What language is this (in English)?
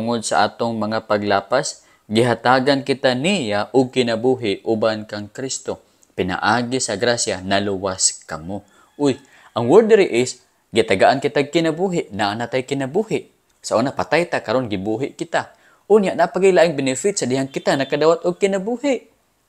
Cebuano